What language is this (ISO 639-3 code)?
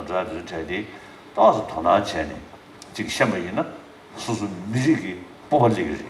bod